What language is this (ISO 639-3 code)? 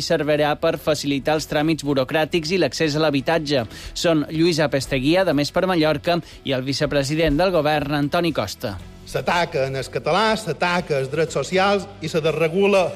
cat